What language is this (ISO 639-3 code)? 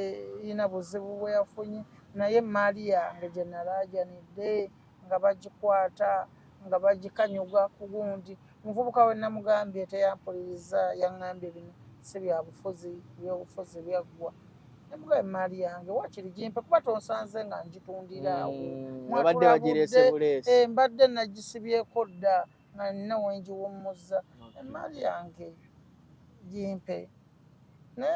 lug